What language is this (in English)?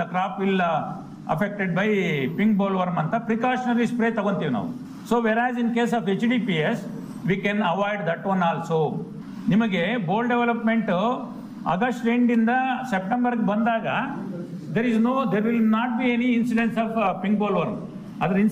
Kannada